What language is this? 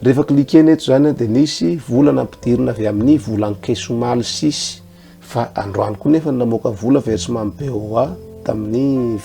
Malagasy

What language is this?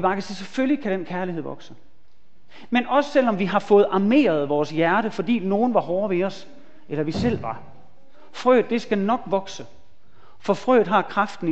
Danish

